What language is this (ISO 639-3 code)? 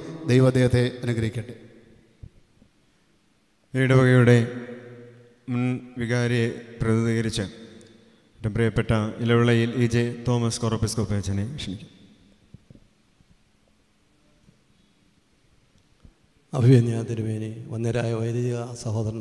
mal